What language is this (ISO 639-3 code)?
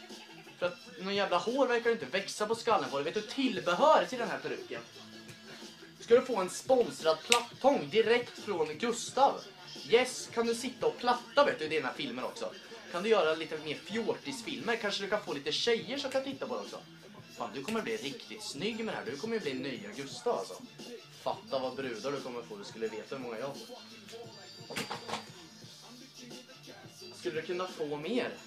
swe